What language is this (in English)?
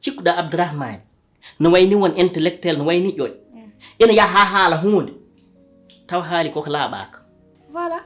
Fula